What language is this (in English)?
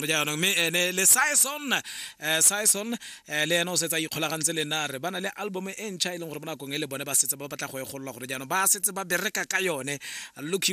Tswana